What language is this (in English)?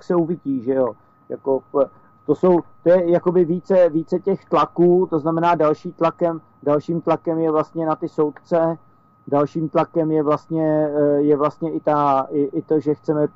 Czech